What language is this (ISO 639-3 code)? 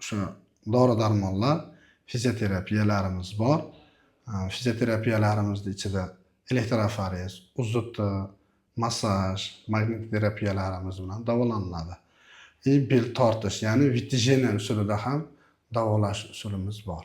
uzb